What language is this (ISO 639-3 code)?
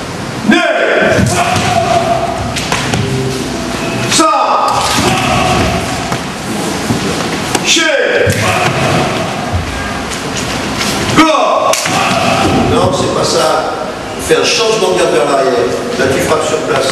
fra